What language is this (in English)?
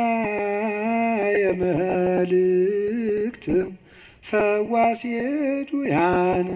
Amharic